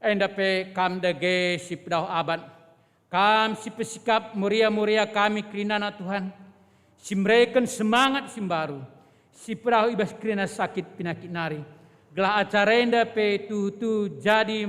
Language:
Batak Karo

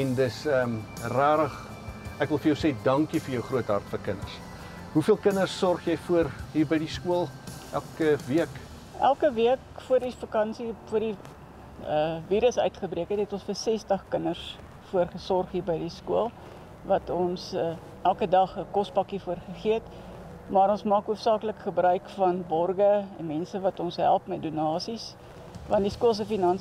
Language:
Afrikaans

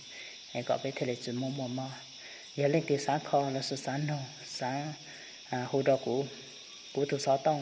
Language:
Hmong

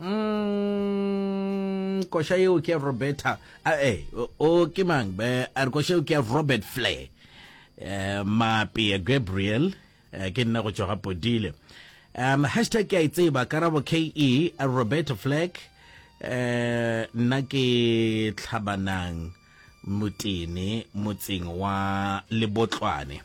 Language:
Northern Sotho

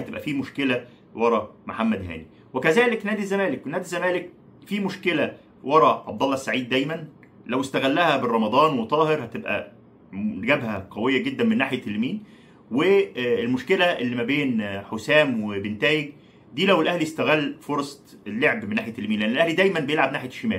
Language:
Egyptian Arabic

